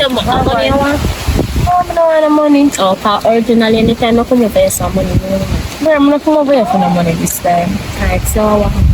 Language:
Jamaican Creole English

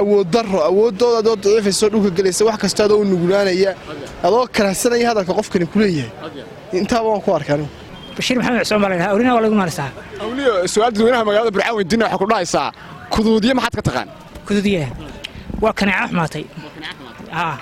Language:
Somali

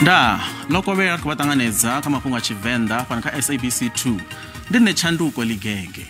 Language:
Venda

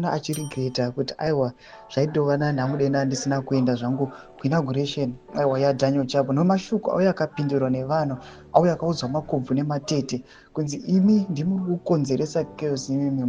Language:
Shona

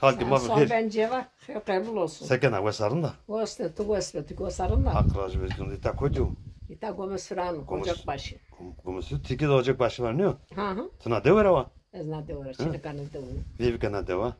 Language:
Zaza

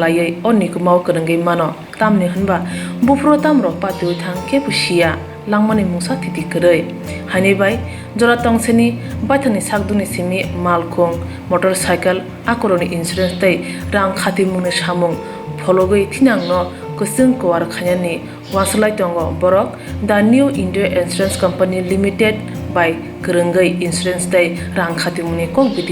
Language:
Kok Borok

